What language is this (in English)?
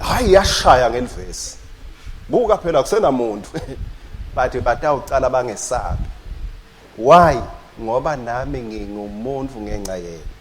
Swati